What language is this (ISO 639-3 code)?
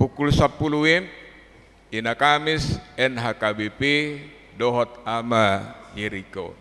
bbc